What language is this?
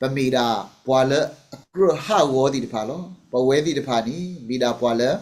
S'gaw Karen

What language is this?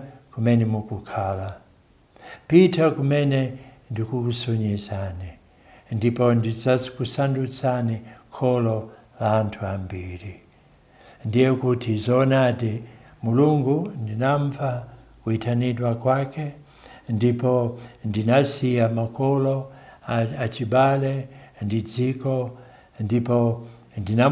Nyanja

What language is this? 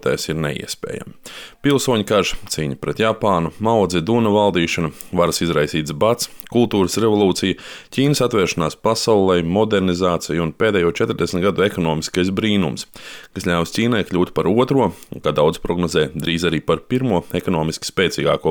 Latvian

